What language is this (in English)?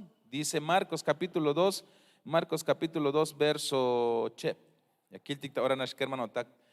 Tzeltal